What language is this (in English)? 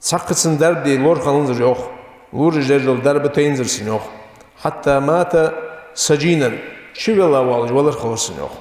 Ingush